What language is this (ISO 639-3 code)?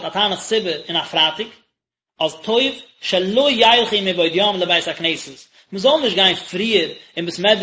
yid